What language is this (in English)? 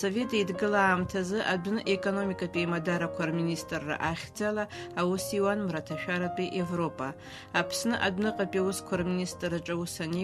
Abkhazian